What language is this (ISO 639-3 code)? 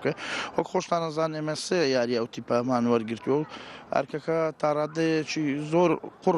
ckb